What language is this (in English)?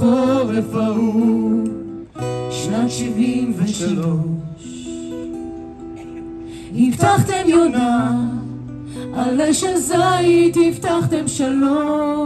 Hebrew